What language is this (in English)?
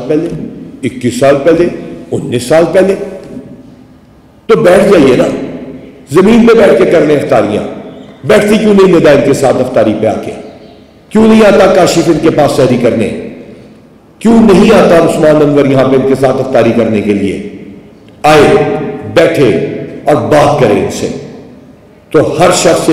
Urdu